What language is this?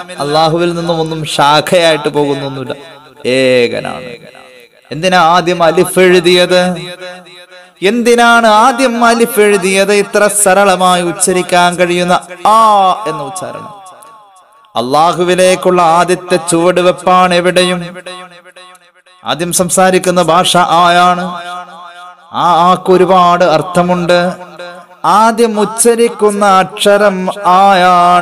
Malayalam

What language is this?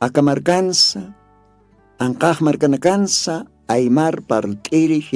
Aymara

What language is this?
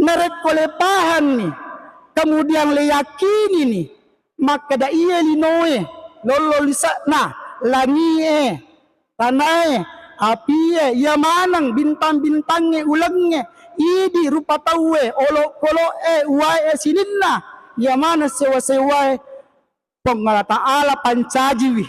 Buginese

